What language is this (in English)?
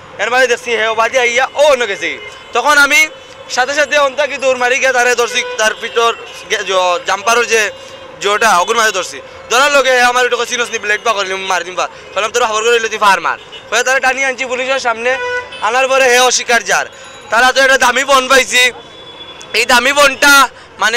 Sylheti